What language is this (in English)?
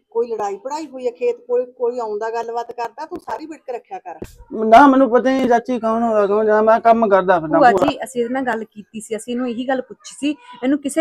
Punjabi